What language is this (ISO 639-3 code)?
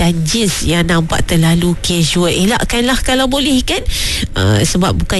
msa